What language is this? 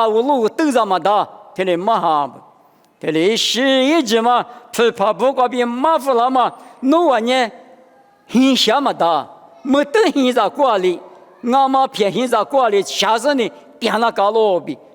Lisu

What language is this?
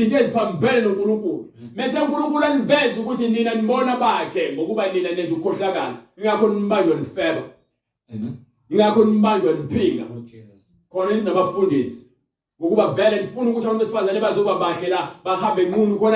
Zulu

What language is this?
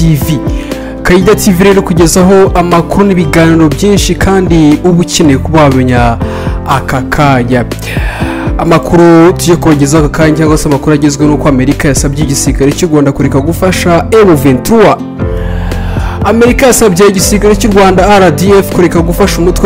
Kinyarwanda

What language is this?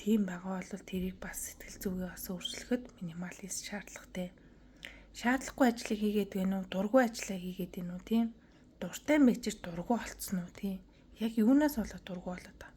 Mongolian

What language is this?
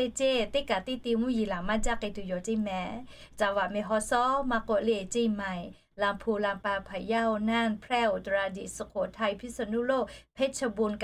Lahu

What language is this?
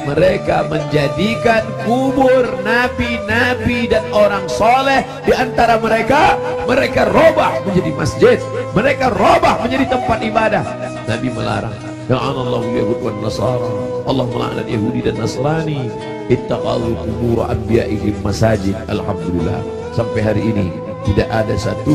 Indonesian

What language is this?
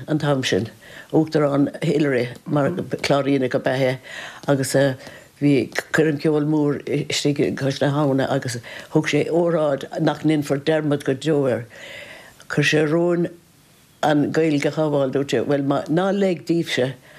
Irish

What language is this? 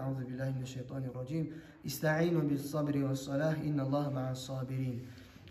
Kumyk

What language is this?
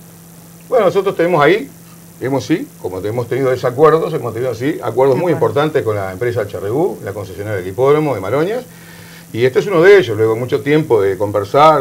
Spanish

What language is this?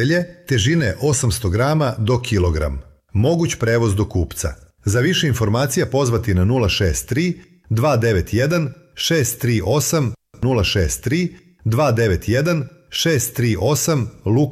Serbian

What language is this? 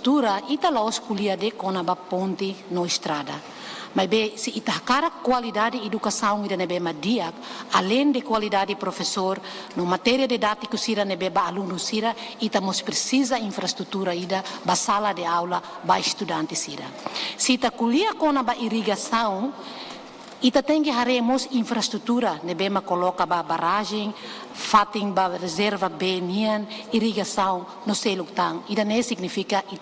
Tetum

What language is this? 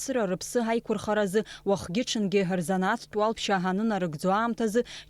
Abkhazian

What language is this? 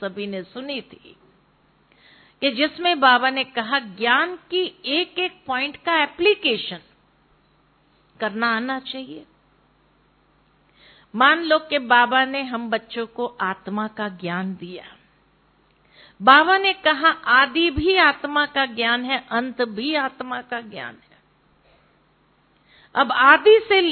Hindi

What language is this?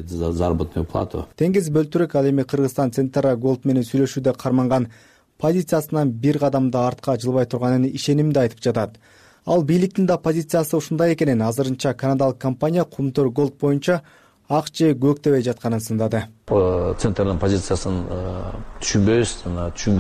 Kyrgyz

